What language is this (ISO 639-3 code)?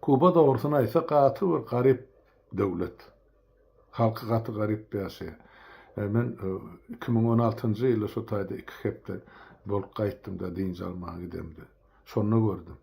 tuk